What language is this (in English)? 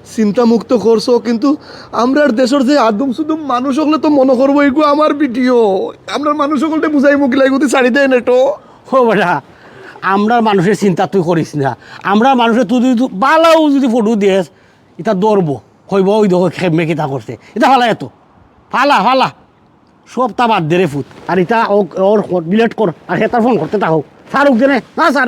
Sylheti